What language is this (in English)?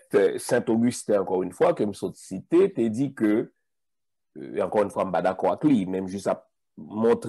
French